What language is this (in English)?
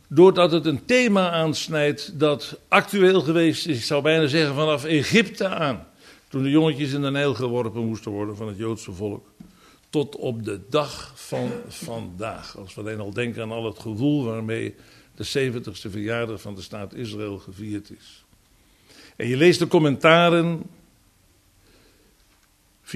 Dutch